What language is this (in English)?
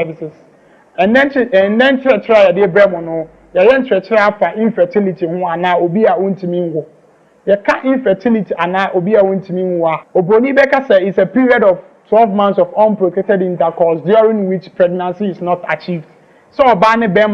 Akan